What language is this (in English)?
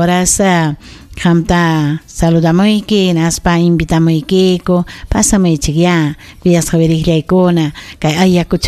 Ayacucho Quechua